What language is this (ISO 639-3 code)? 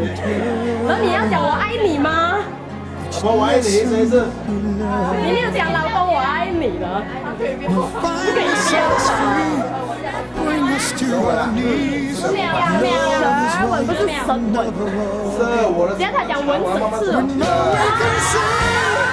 zho